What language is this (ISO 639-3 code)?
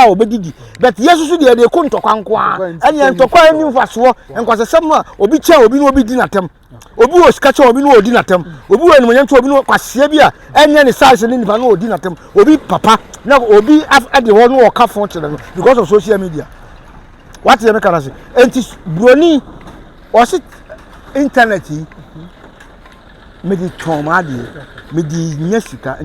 aka